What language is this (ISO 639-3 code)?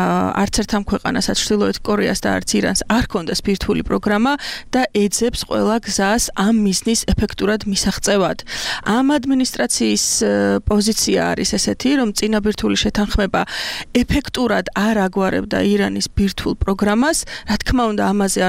kat